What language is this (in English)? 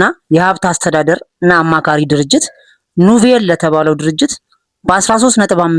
Amharic